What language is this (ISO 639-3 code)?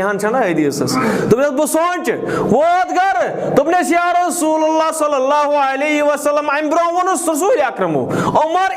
kas